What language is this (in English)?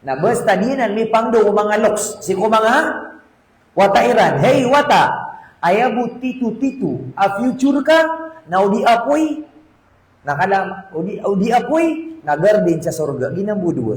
Maranao